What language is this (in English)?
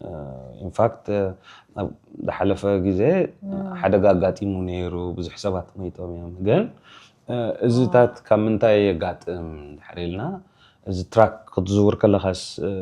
Tigrinya